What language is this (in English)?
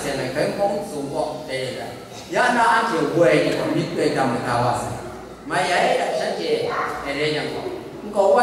Kachin